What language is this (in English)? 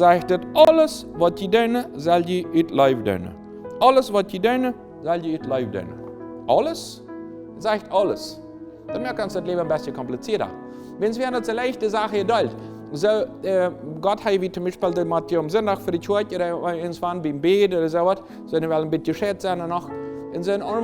Plautdietsch